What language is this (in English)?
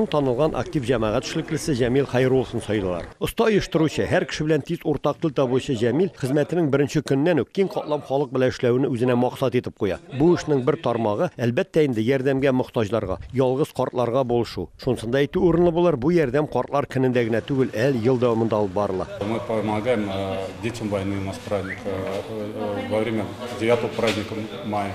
Tatar